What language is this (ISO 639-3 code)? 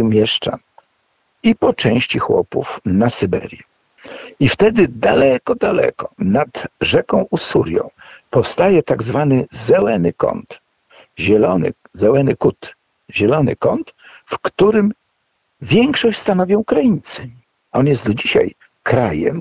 pol